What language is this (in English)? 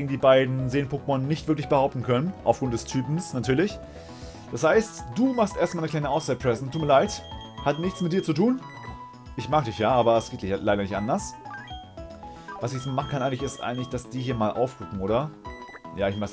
German